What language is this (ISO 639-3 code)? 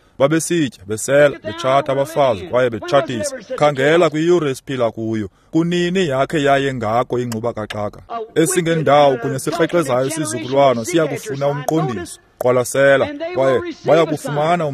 xho